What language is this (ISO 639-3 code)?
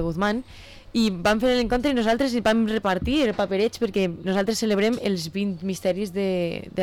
cat